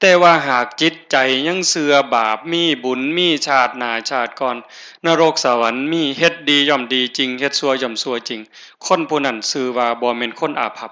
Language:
Northeastern Thai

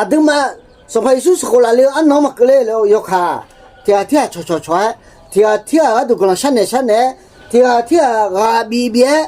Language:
Akha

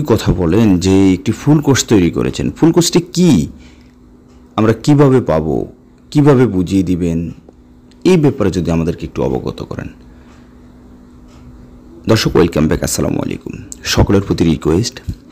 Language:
Bangla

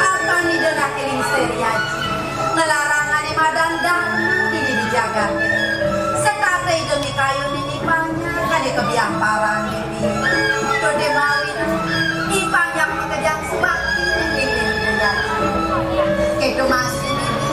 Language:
Balinese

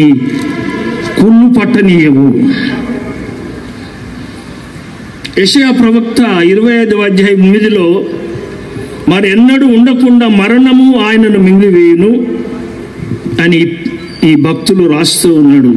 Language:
Telugu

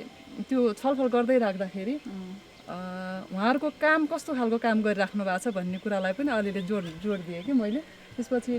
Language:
Nepali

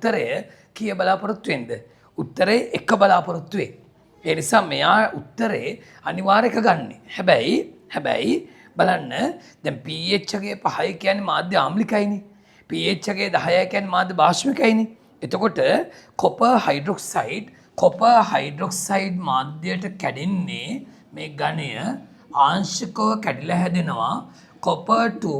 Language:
Sinhala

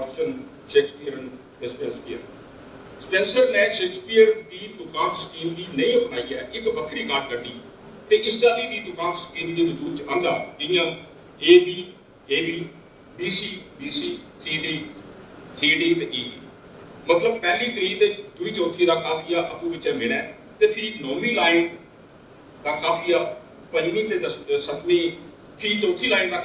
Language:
Dogri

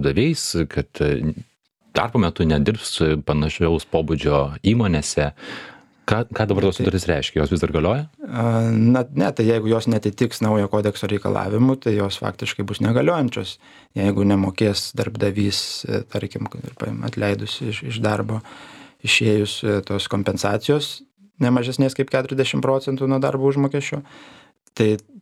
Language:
Lithuanian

